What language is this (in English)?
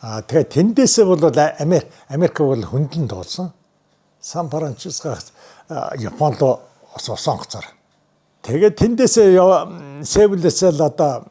Mongolian